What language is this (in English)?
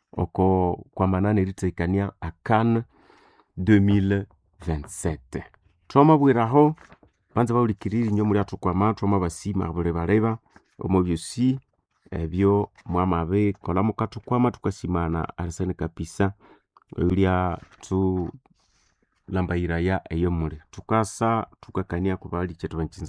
Nande